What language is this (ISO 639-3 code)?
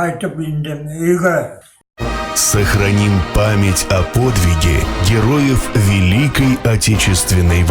bak